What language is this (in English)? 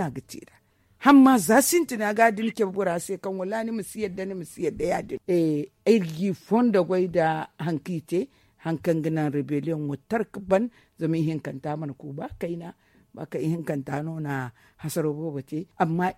Zarma